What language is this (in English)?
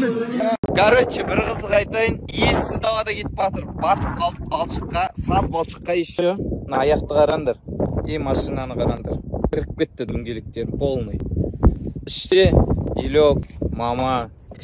Kazakh